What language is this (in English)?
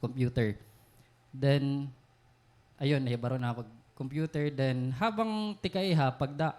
Waray